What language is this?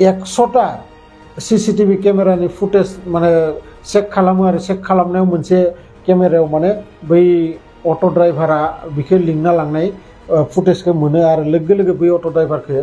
Bodo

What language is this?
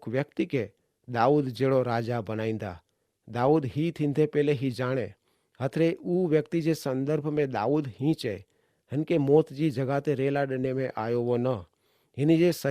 Kachhi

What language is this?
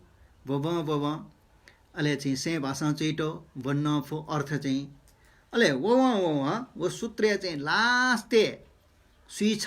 Newari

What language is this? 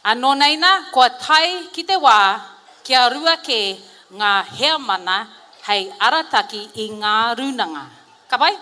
Māori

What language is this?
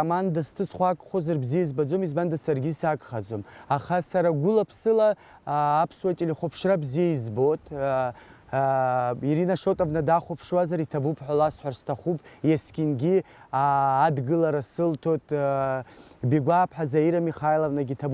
Abkhazian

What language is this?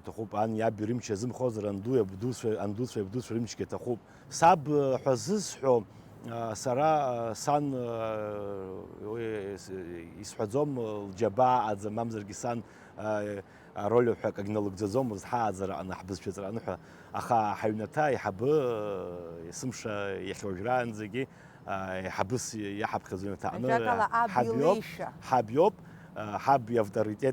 Abkhazian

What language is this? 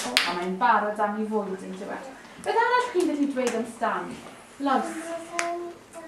Welsh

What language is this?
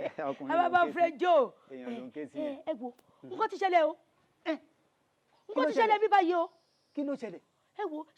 Yoruba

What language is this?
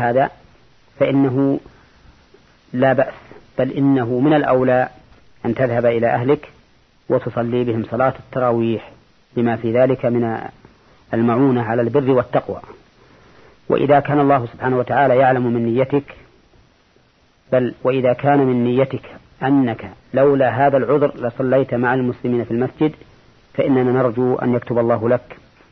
Arabic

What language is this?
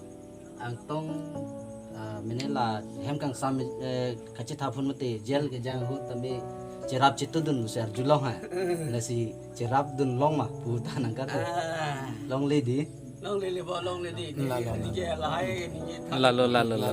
Karbi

